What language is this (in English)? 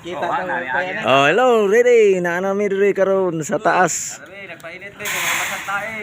Cebuano